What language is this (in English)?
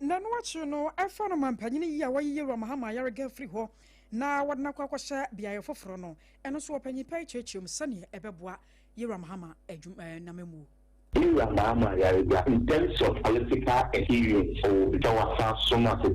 Akan